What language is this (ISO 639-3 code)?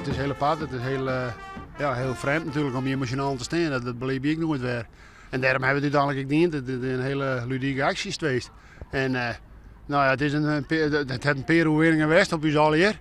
fry